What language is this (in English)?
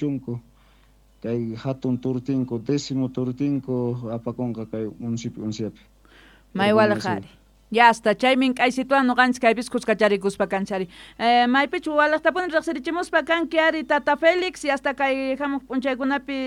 South Bolivian Quechua